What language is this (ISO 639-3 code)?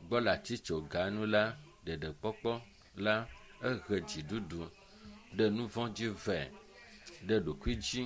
ewe